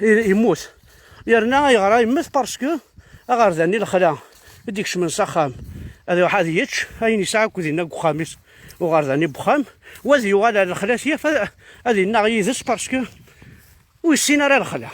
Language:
Kabyle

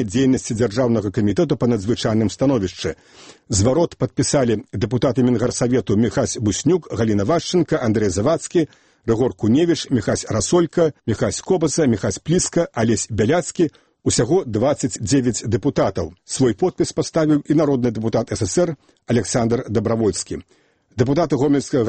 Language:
Belarusian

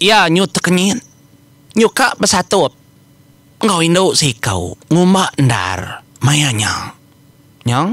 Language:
Iban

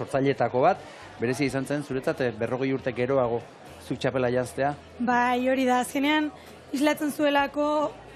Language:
Basque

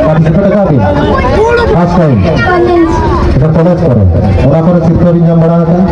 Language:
Santali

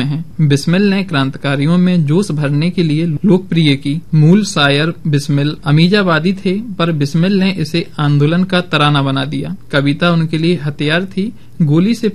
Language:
Hindi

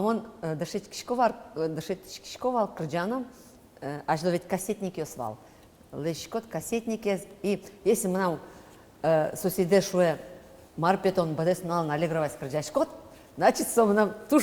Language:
Udmurt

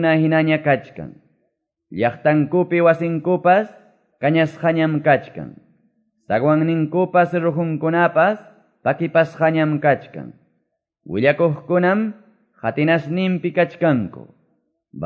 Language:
Quechua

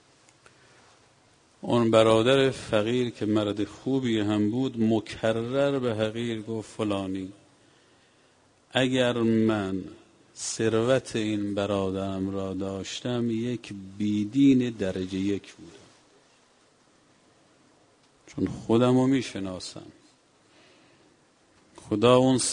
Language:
Persian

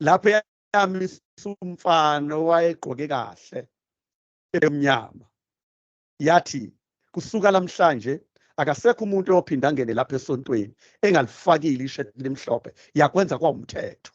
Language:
Zulu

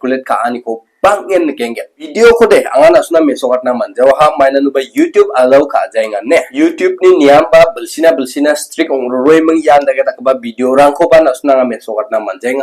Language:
Garo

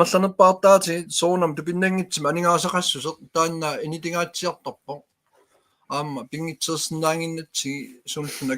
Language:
Kalaallisut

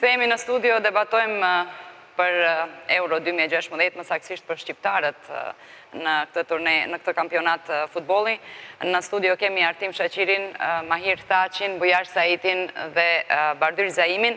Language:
Albanian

